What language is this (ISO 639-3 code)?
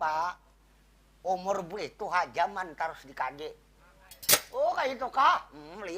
bjn